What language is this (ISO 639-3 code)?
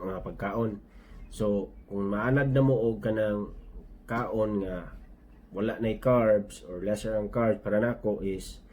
ceb